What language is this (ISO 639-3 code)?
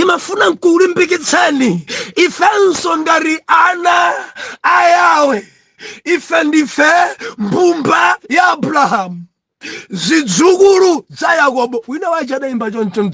nya